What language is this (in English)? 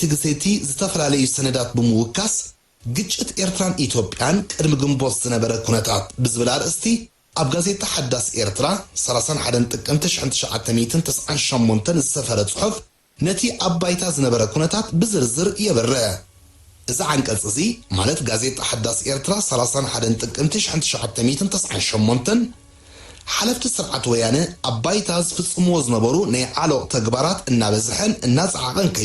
Tigrinya